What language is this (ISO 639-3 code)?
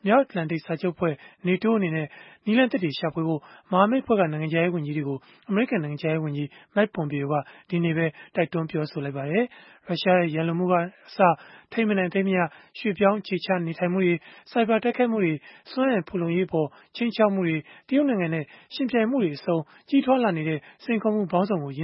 mya